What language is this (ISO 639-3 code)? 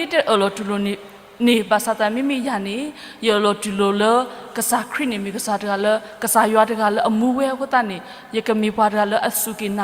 ksw